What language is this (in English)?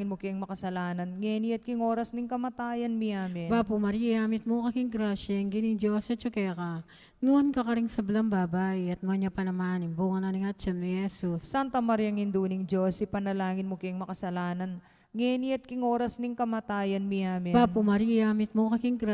Pampanga